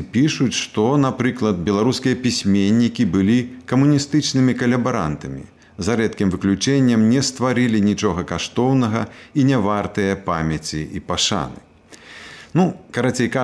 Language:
Belarusian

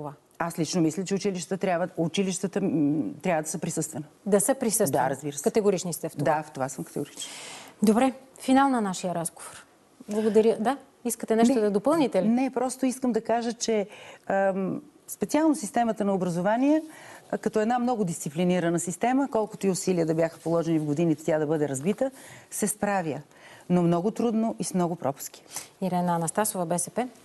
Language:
Bulgarian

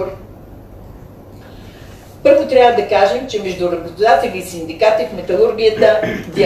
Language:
Bulgarian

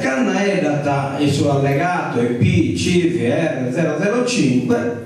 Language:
Sardinian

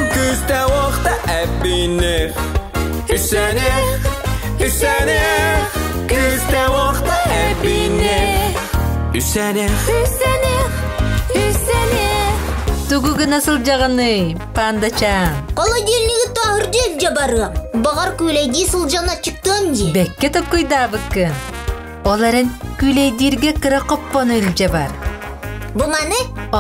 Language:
Yakut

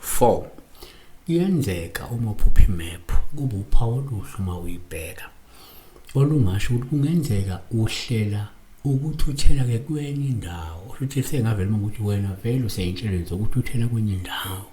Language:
Zulu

